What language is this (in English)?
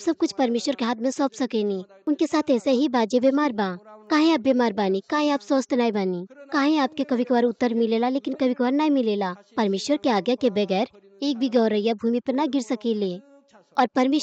Bhojpuri